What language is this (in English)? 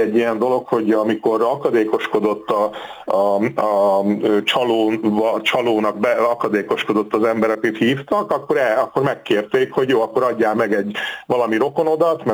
Hungarian